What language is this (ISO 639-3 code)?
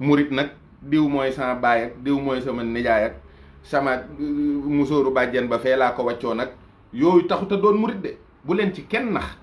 wol